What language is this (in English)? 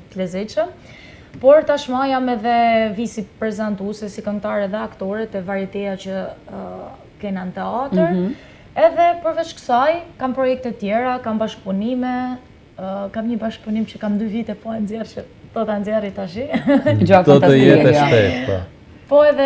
Albanian